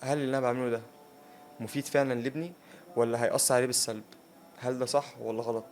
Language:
Egyptian Arabic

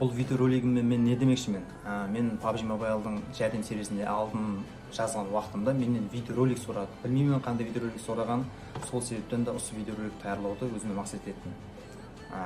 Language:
Kara-Kalpak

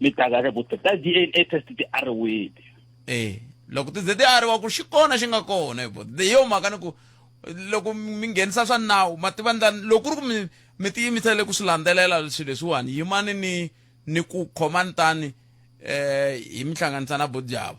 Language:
Tsonga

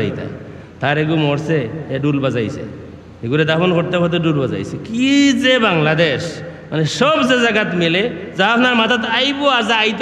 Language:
Sylheti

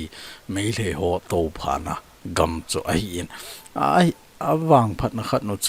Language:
Thado Chin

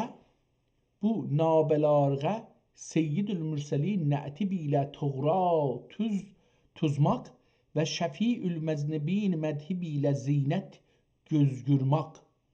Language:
South Azerbaijani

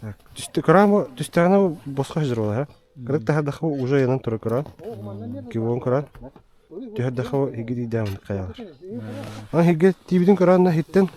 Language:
Yakut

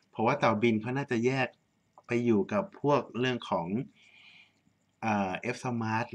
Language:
Thai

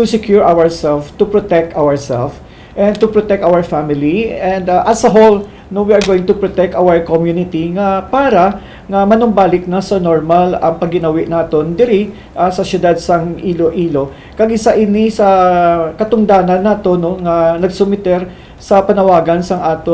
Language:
Hiligaynon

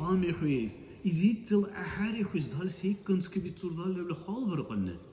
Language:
Dargwa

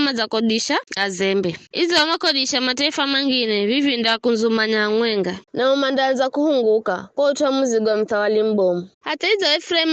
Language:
Giryama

